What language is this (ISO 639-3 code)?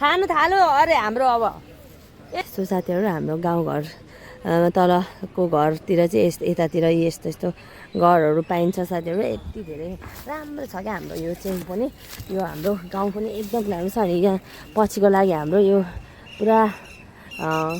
nep